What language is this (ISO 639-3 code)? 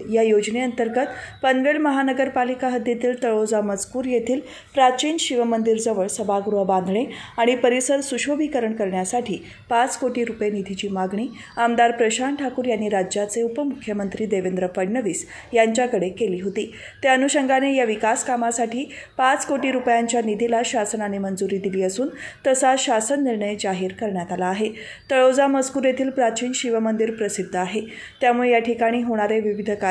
mar